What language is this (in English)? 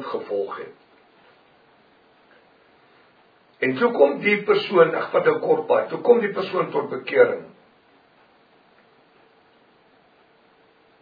Afrikaans